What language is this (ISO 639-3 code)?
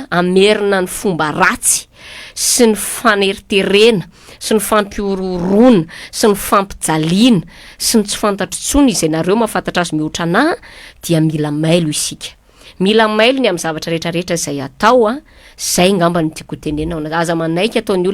mlg